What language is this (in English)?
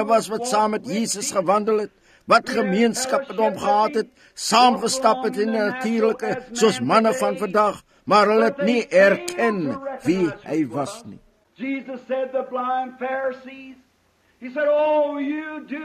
Afrikaans